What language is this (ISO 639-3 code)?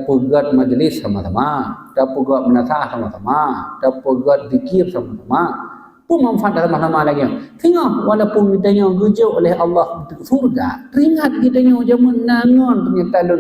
ace